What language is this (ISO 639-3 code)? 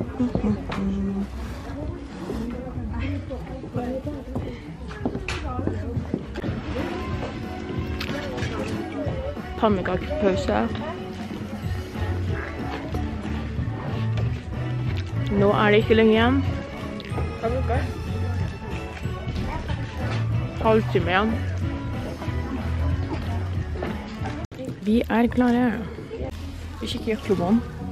nor